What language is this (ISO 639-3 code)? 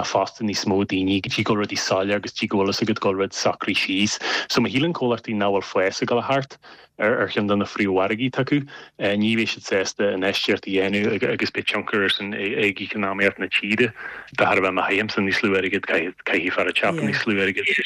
gle